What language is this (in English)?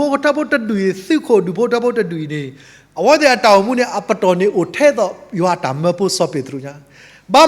S'gaw Karen